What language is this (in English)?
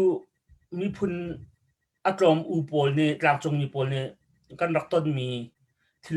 Hakha Chin